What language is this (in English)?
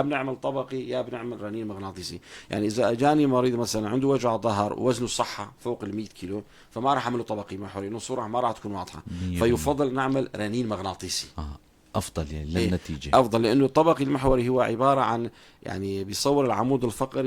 North Levantine Arabic